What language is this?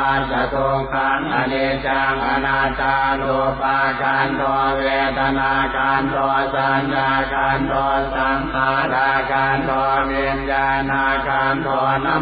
Pali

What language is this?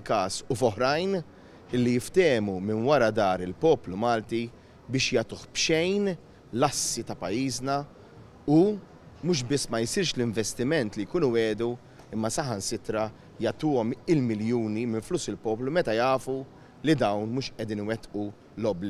Maltese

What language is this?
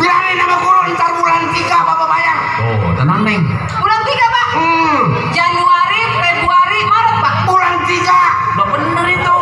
Betawi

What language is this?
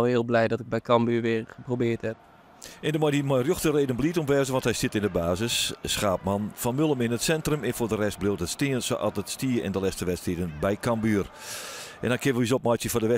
Western Frisian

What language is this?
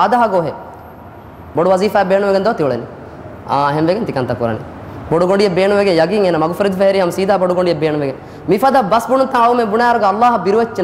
Divehi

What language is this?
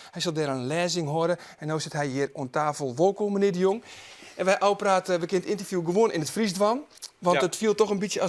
Western Frisian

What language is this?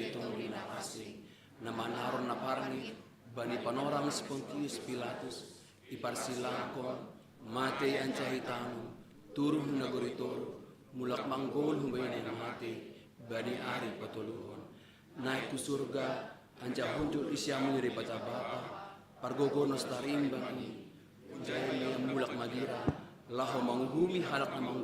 Batak Simalungun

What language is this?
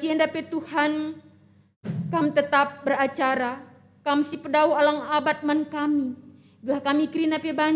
Batak Karo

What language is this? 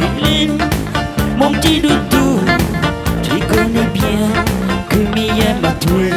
Réunion Creole French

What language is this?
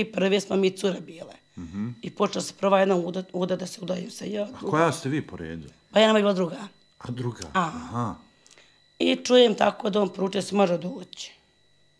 Bosnian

